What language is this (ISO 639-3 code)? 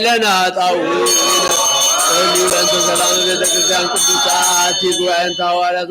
gez